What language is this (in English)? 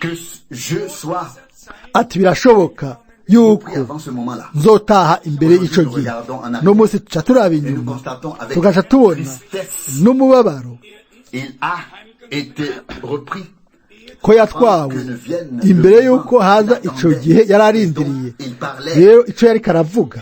Rundi